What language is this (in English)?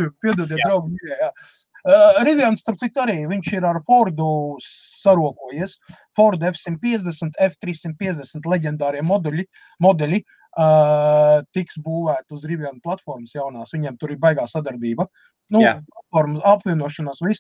Latvian